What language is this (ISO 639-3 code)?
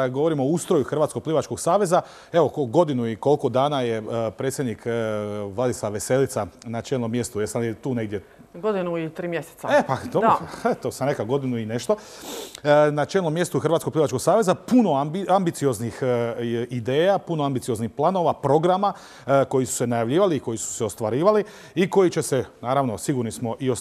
hrv